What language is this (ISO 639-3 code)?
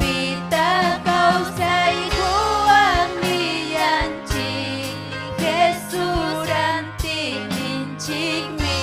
quy